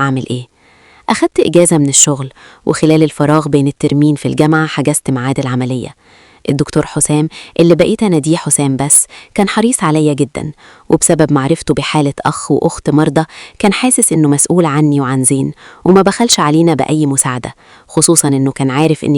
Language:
Egyptian Arabic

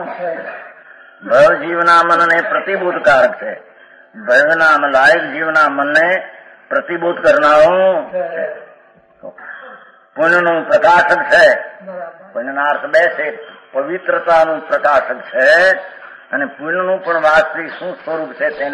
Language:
Gujarati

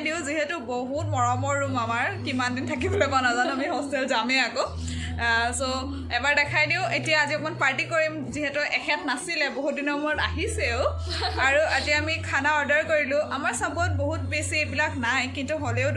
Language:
Assamese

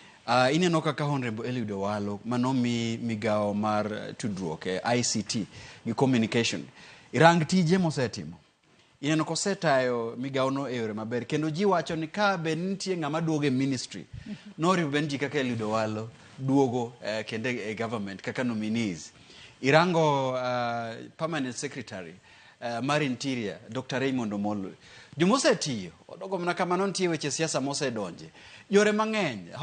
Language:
Luo (Kenya and Tanzania)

